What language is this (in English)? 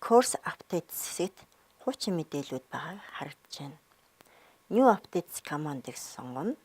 Mongolian